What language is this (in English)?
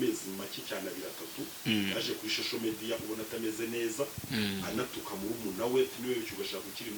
Kinyarwanda